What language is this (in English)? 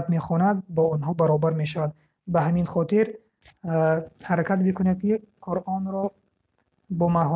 Tajik